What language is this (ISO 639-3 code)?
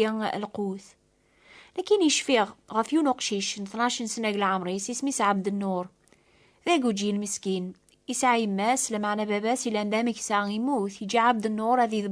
kab